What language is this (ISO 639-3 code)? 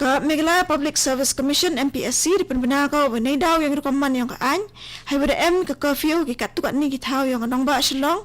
kha